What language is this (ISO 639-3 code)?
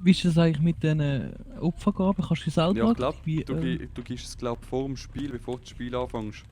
gsw